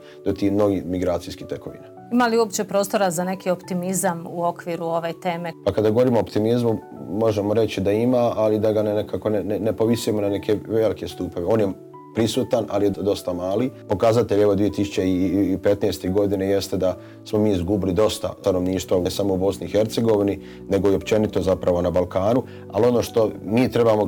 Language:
Bosnian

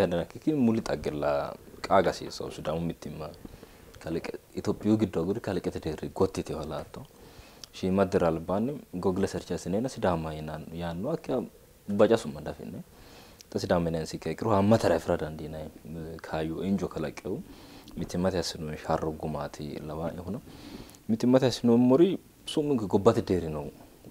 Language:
Sidamo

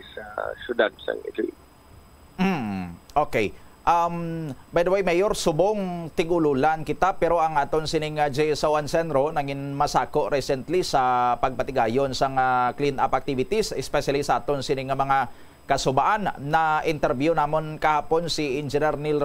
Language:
Hiligaynon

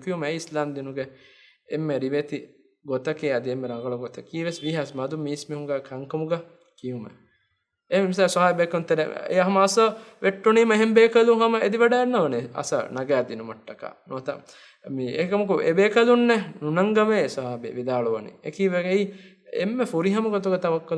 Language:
Divehi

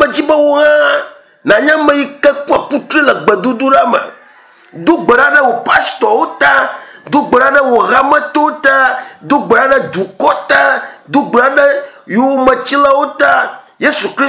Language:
Ewe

